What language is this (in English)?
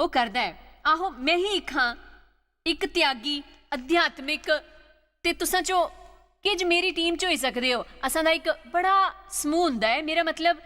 Dogri